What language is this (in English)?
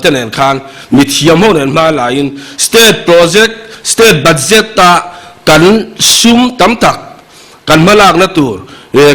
Mizo